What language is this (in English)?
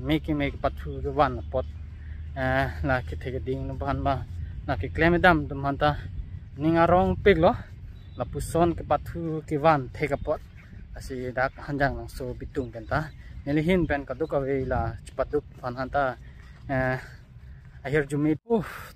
Karbi